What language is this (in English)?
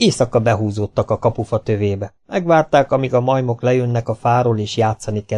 Hungarian